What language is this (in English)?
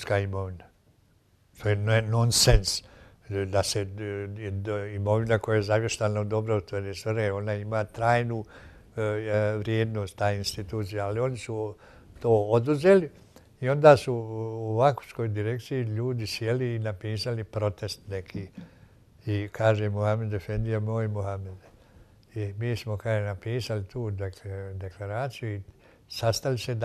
Bosnian